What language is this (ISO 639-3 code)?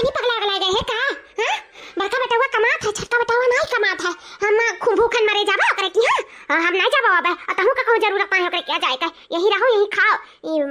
awa